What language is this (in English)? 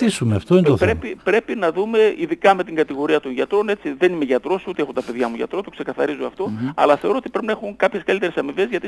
Greek